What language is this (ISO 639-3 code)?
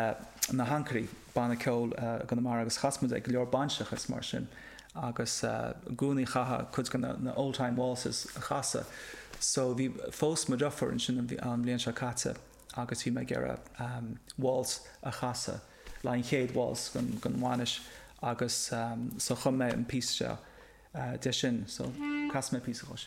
gle